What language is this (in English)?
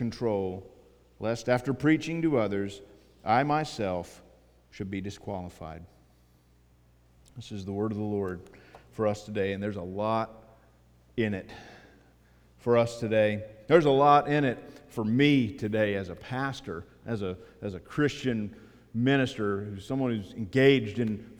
English